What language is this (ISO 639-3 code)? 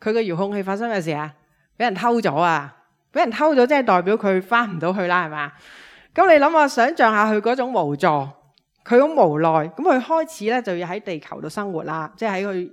yue